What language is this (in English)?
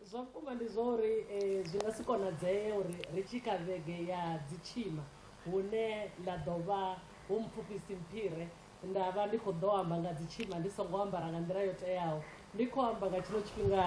Venda